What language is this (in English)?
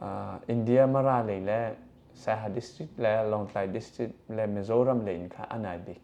Hakha Chin